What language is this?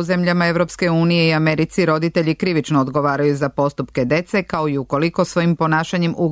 Serbian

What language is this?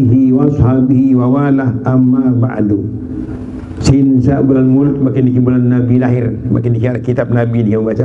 Sasak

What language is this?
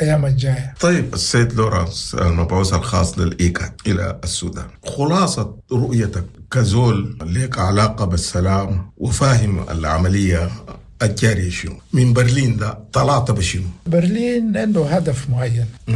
Sudanese Arabic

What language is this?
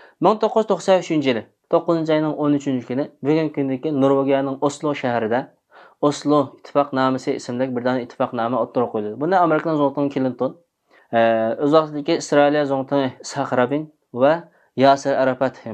Uyghur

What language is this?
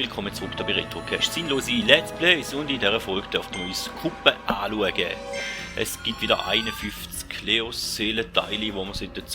Swiss German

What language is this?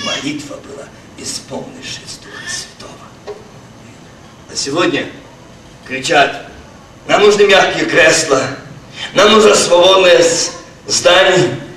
Russian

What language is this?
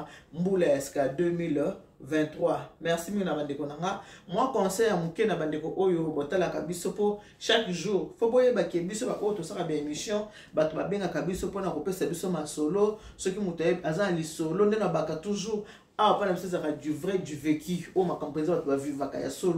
Lingala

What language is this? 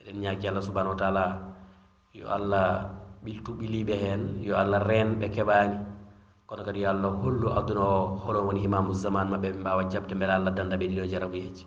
Fula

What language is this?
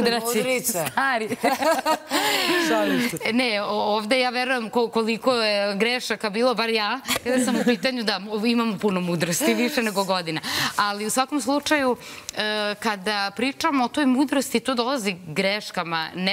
Serbian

